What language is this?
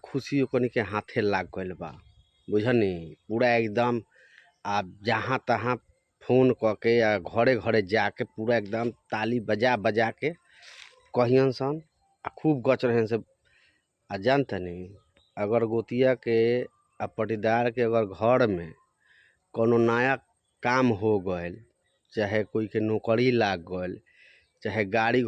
Bhojpuri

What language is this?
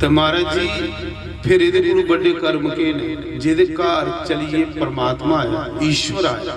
Dogri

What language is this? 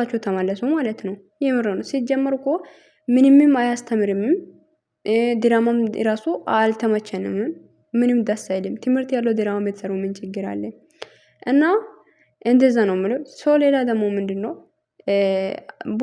Amharic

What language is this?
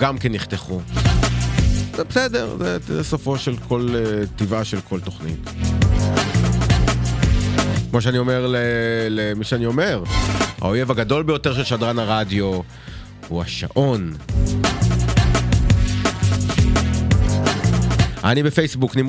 Hebrew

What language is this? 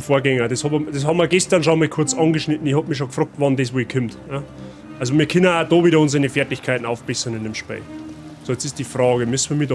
Bavarian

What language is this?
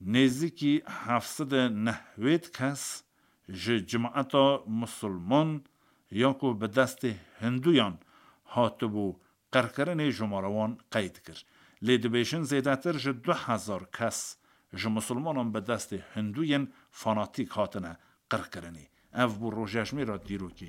Kurdish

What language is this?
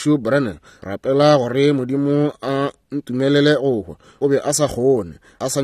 Northern Sotho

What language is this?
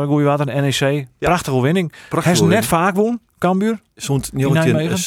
Western Frisian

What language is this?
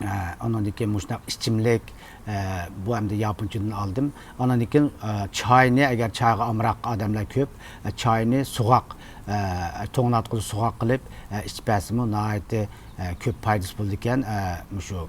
Uyghur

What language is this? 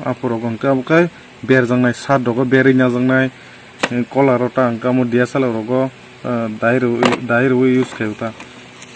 Kok Borok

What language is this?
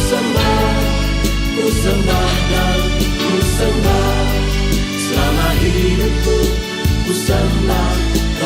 Biatah Bidayuh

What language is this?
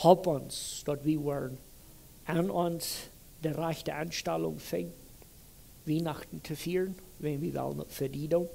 Plautdietsch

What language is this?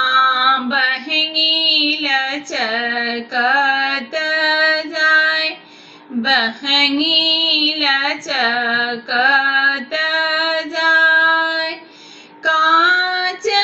Bhojpuri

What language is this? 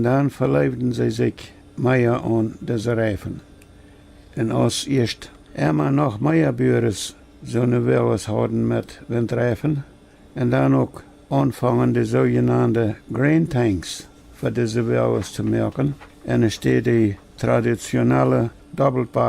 Plautdietsch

